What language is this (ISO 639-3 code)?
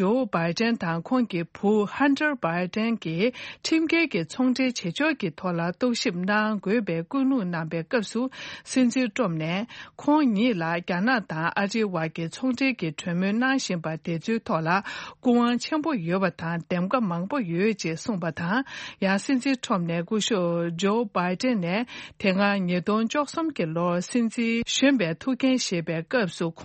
bod